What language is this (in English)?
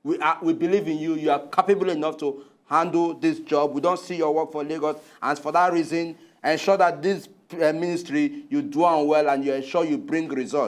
Nigerian Pidgin